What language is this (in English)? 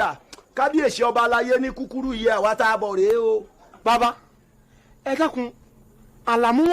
Yoruba